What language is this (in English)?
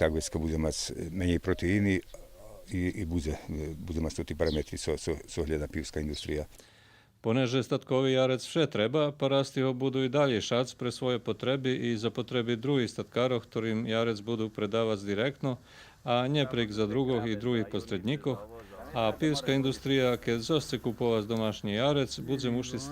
Rusyn